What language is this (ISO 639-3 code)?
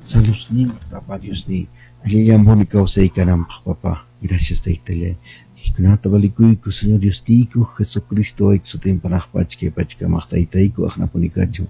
que